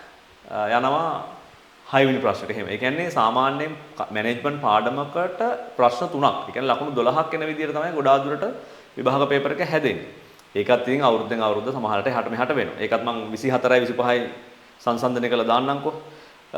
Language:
Sinhala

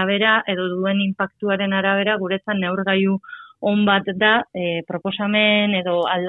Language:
Basque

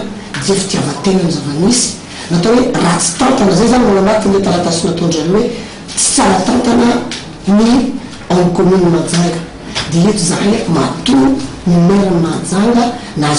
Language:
Malagasy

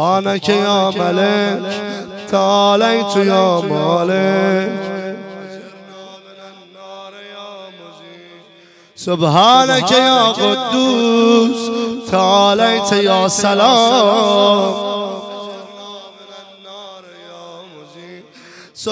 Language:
Persian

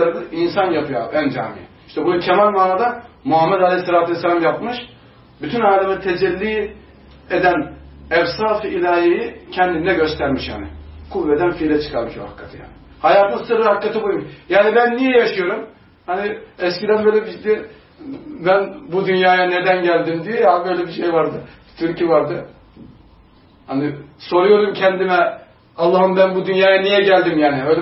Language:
Turkish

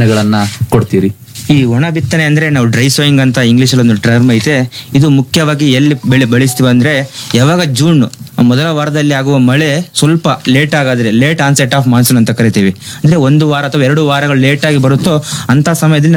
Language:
Kannada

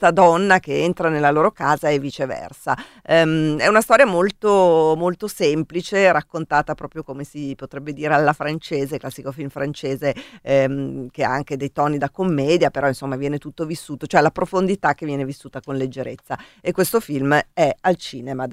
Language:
Italian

